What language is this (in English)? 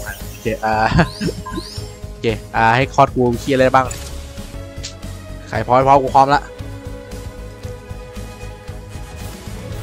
Thai